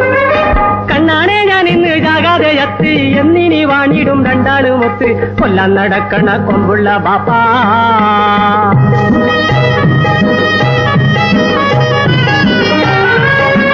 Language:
Malayalam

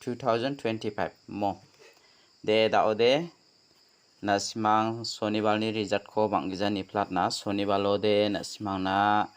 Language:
Garo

